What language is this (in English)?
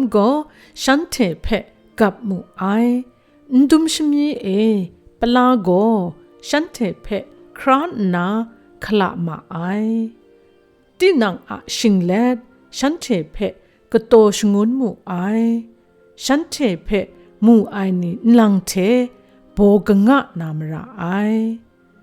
Kachin